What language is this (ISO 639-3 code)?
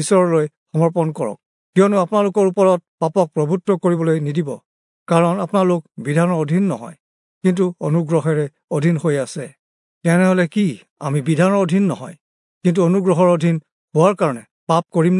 asm